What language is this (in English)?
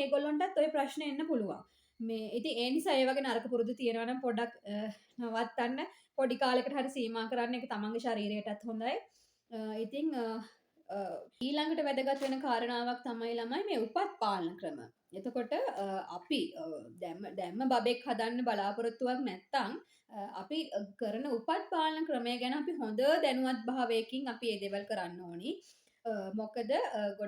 Sinhala